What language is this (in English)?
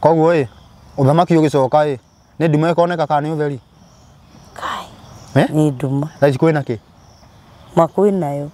Kikuyu